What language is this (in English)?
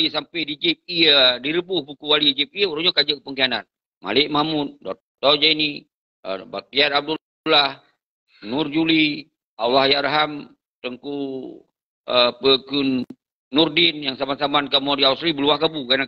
Achinese